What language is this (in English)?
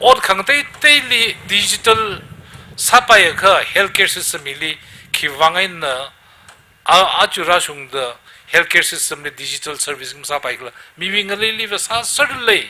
Tangkhul Naga (India)